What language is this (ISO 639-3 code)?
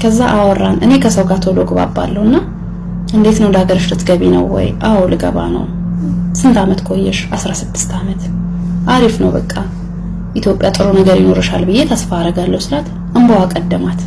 amh